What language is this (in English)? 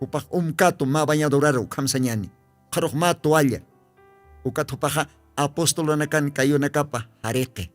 Aymara